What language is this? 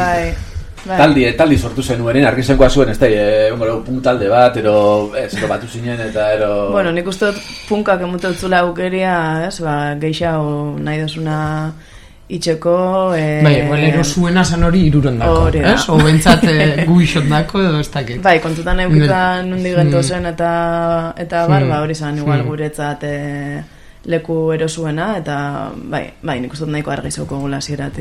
Basque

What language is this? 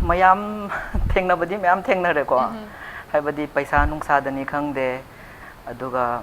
Manipuri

